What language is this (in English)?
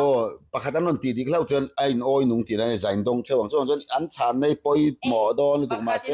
Mizo